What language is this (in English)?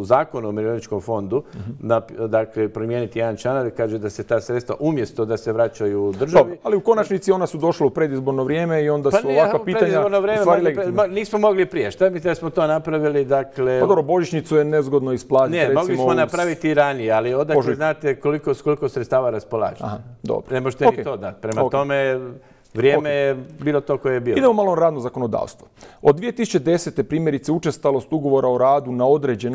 Croatian